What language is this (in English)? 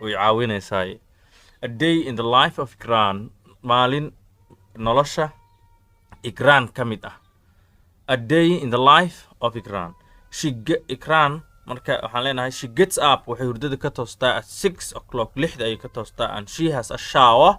Somali